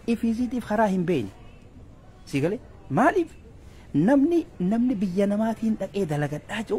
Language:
Oromo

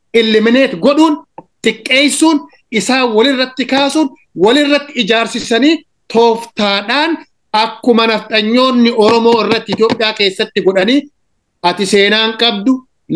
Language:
Oromo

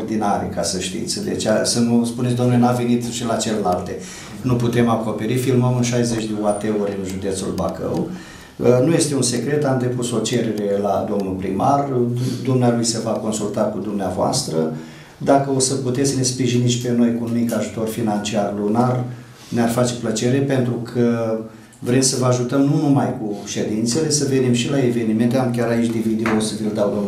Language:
Romanian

